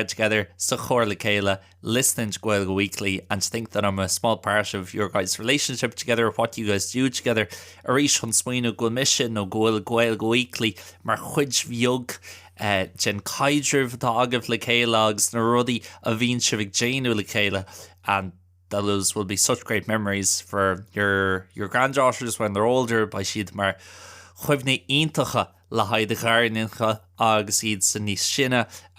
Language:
Irish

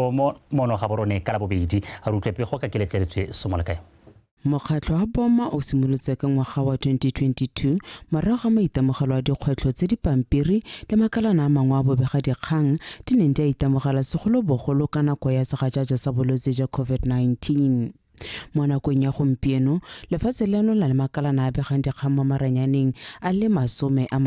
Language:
Tswana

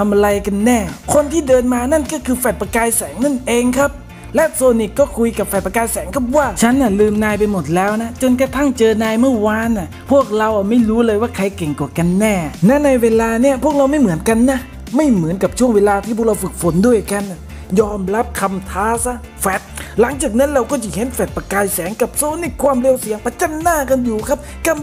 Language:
Thai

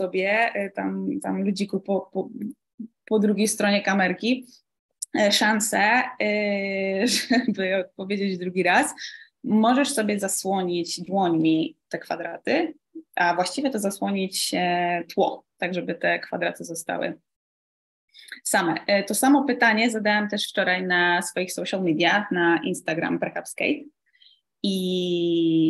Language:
Polish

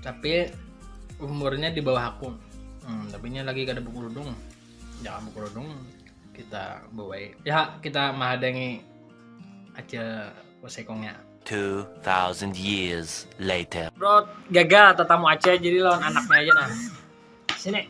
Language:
Banjar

